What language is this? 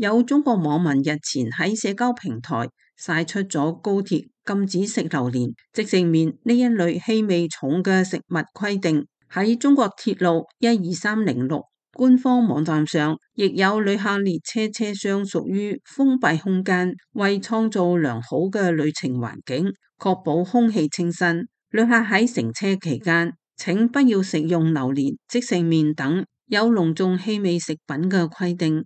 Cantonese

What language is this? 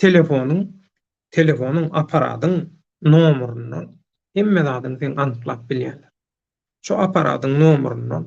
Turkmen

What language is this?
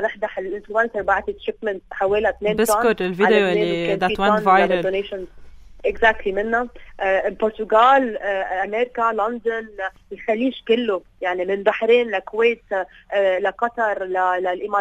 North Levantine Arabic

